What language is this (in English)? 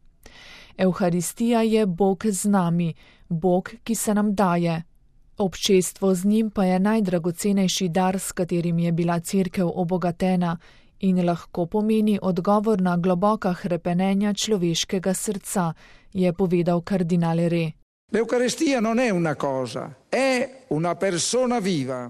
Slovenian